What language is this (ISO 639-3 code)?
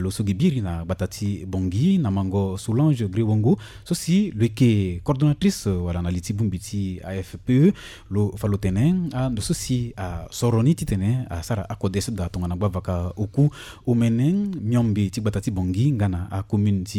sag